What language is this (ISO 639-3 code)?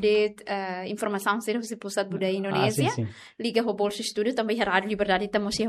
tet